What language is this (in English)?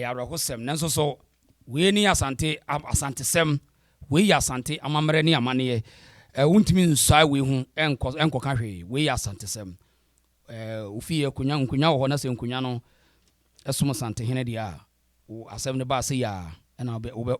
Akan